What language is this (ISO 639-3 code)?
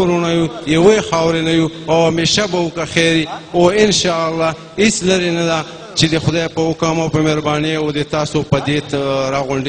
pus